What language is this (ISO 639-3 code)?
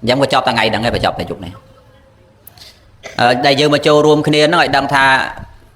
khm